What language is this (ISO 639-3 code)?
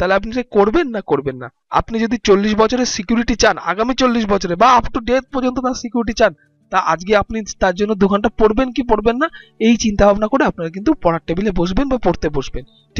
ben